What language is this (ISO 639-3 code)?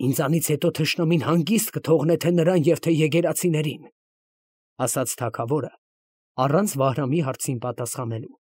hye